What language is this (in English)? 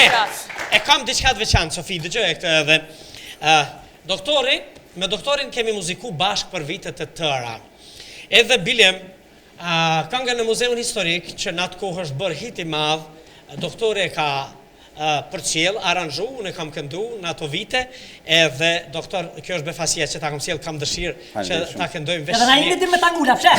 Albanian